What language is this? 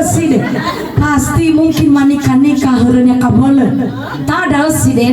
Nias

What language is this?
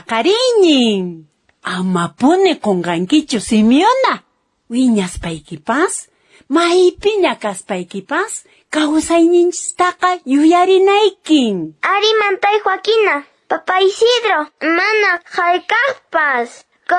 Quechua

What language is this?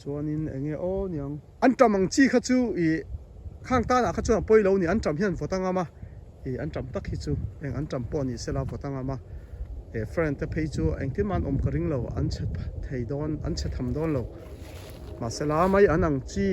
Mizo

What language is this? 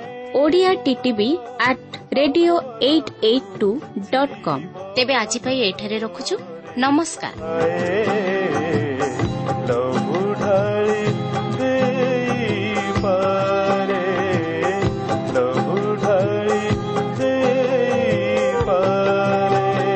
Odia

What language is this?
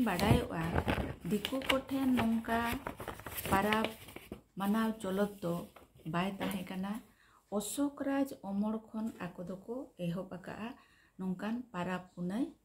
Santali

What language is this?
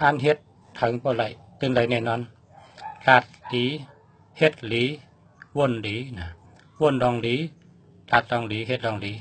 Shan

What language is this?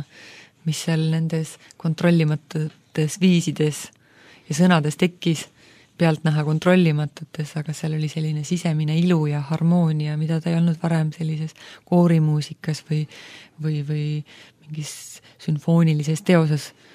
Estonian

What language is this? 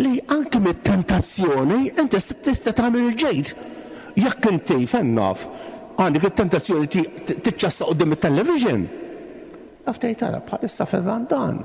Maltese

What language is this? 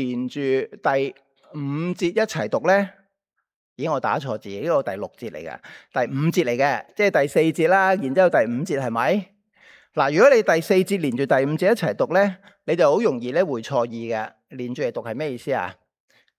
Cantonese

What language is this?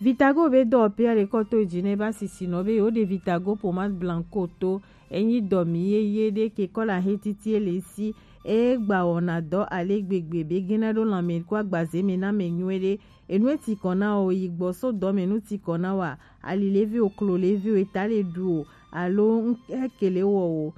Gen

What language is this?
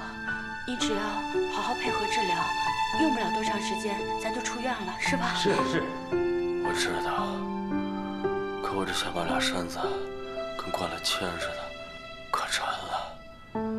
Chinese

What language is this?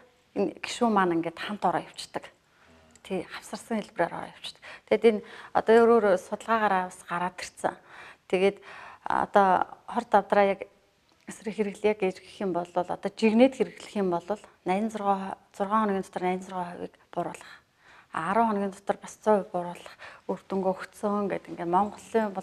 Mongolian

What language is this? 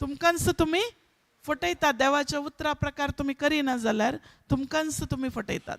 Konkani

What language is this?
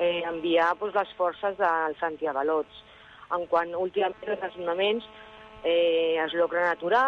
Catalan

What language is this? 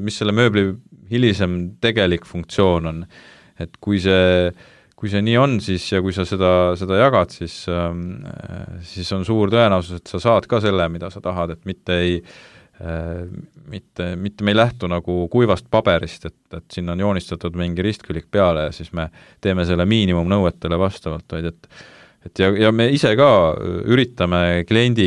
Estonian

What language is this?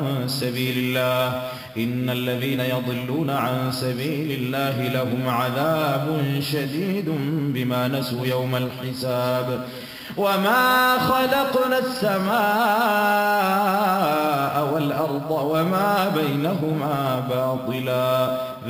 Arabic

